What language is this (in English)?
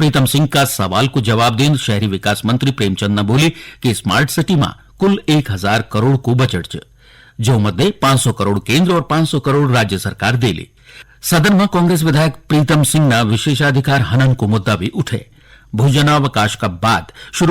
Garhwali